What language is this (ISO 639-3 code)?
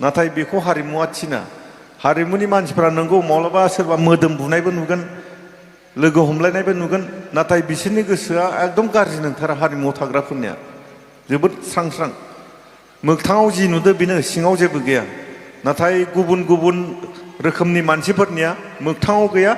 brx